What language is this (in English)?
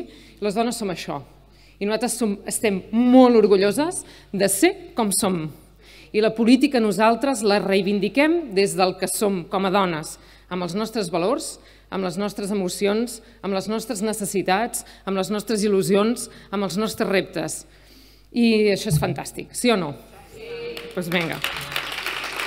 Catalan